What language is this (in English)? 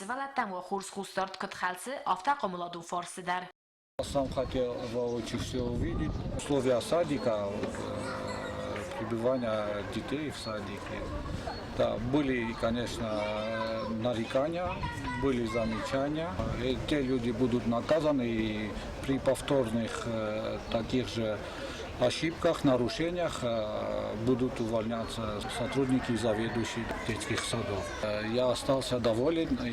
Ossetic